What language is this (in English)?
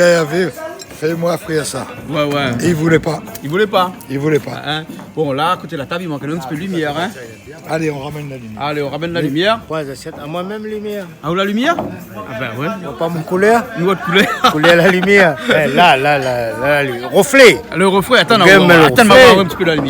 Réunion Creole French